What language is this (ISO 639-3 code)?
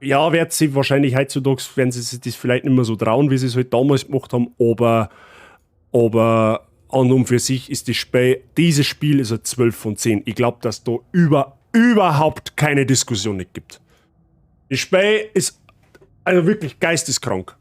bar